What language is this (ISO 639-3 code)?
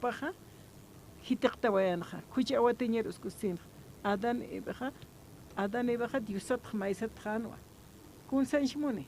aym